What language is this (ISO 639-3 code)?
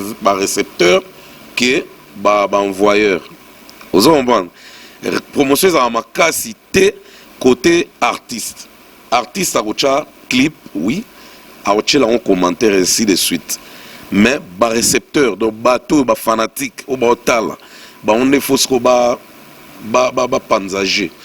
lin